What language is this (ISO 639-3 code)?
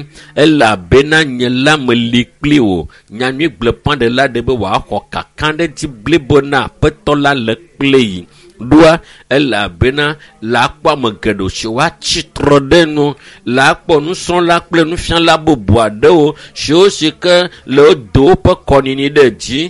ewe